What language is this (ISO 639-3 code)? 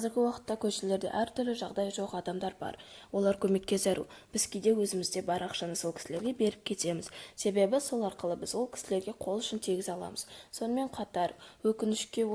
kaz